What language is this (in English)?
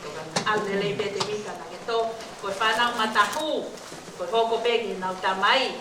Tongan